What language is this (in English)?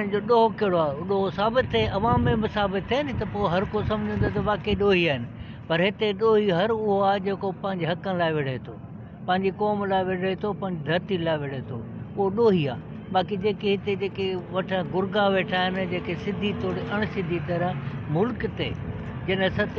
Sindhi